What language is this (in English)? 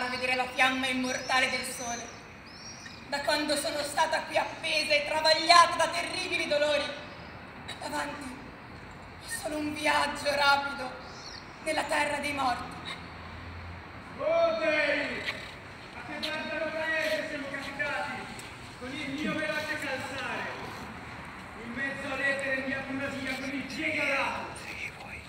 Italian